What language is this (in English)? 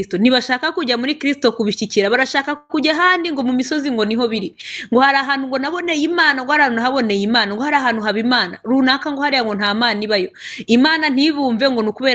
Kinyarwanda